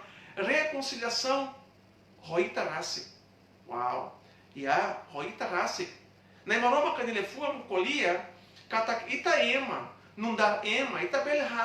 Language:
Tetum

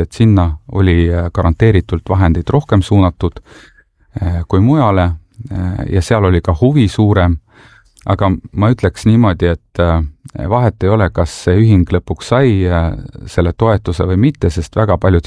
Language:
Estonian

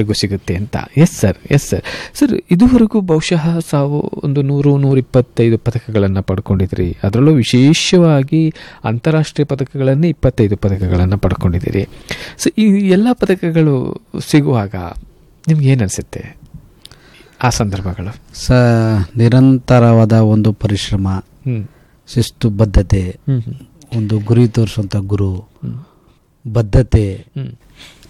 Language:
Kannada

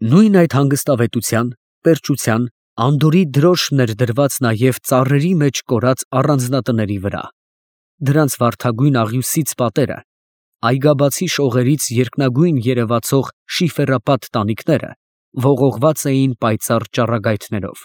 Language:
Armenian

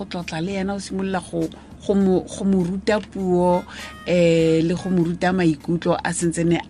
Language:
Tswana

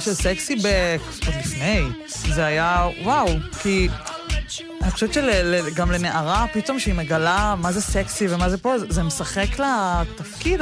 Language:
Hebrew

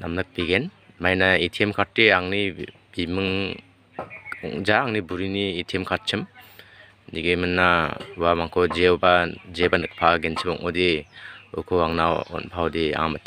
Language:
Garo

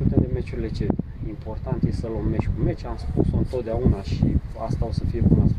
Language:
Romanian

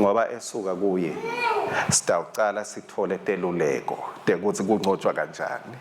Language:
Swati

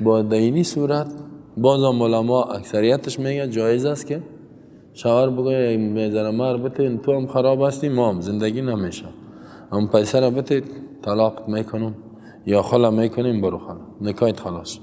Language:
Persian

